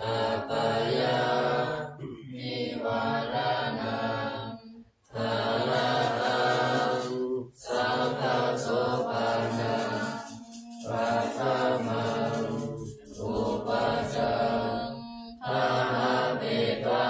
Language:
Pali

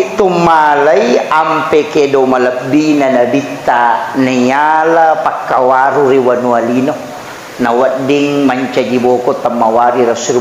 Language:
Buginese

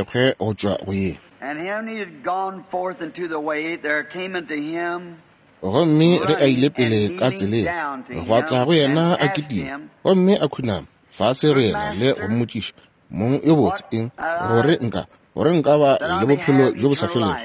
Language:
Northern Sotho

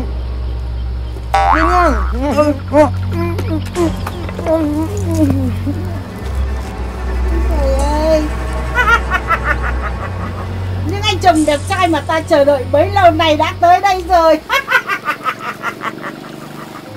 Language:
Vietnamese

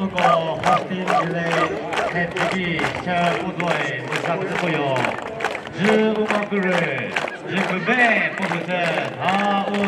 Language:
Chokri Naga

